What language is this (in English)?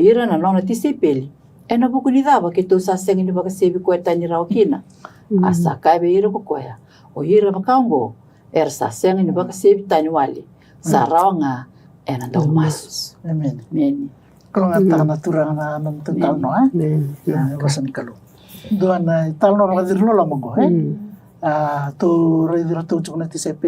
Fijian